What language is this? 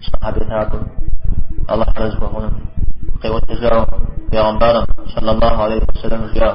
Kabardian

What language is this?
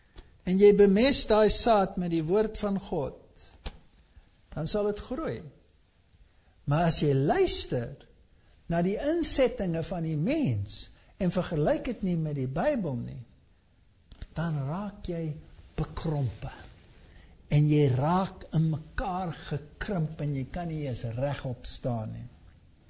Afrikaans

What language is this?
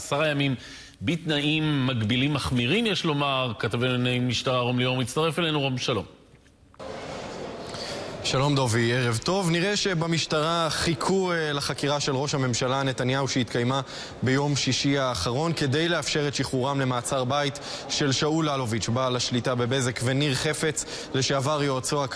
Hebrew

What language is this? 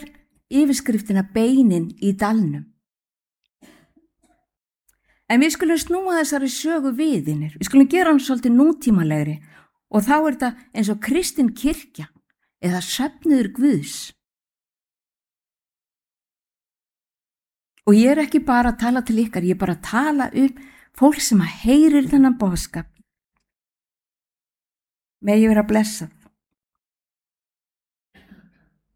Icelandic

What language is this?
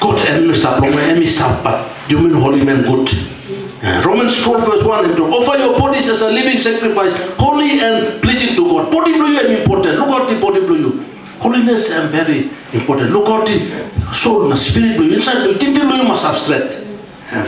Tok Pisin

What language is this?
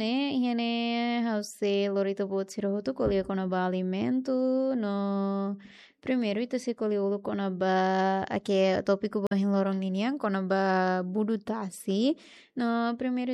Tetum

